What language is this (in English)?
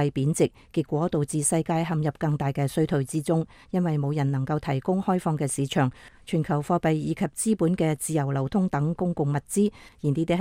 Cantonese